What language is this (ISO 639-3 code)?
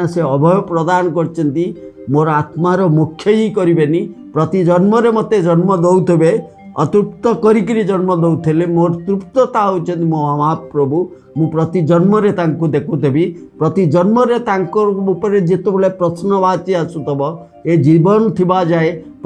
ori